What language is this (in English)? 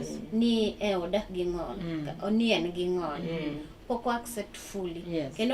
Luo (Kenya and Tanzania)